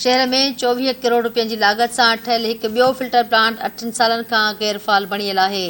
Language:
Sindhi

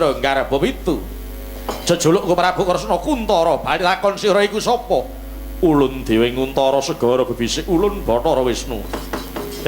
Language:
Javanese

